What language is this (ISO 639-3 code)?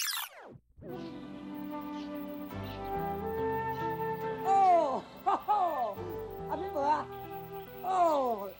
nan